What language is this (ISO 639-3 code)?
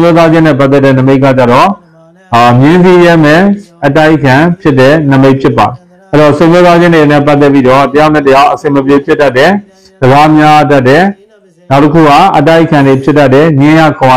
mya